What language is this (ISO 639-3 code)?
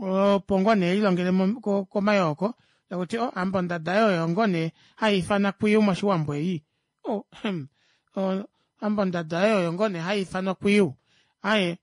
kua